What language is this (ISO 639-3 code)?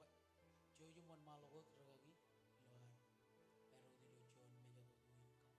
mah